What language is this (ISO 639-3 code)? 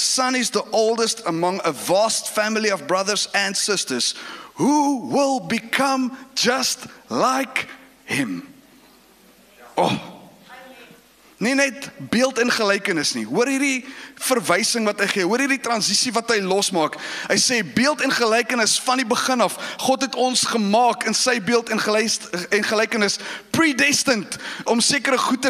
afr